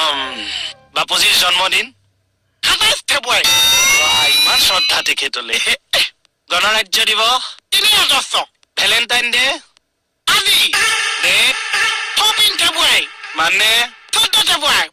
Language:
Assamese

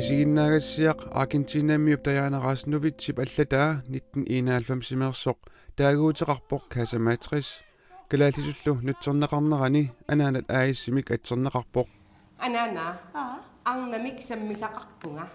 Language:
Kalaallisut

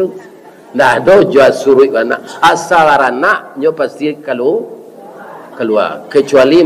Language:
Minangkabau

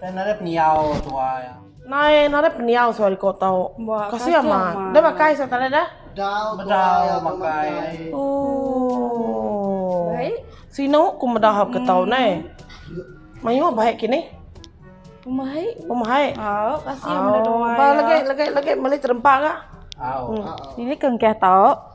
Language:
Iban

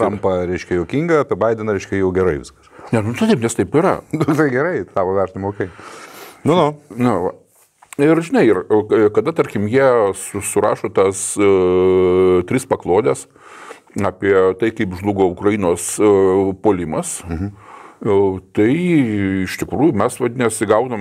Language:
Lithuanian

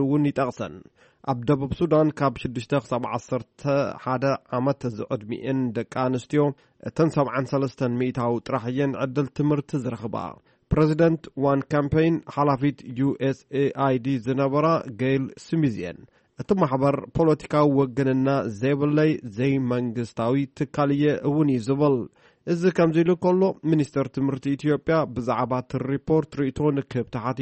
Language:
Tigrinya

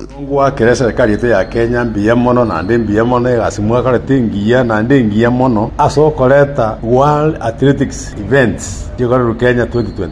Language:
Gusii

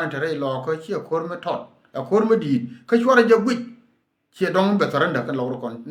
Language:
Nuer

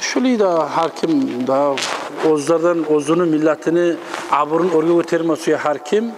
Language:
Kumyk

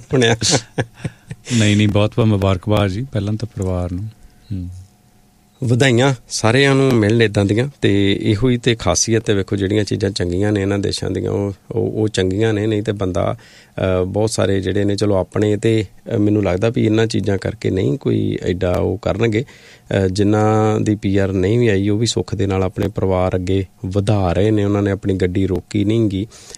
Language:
Punjabi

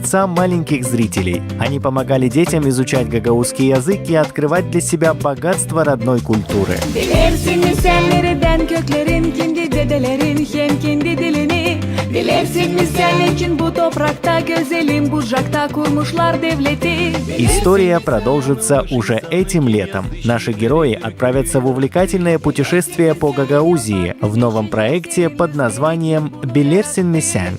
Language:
Gagauz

